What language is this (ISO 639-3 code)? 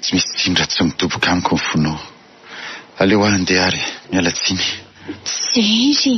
mlg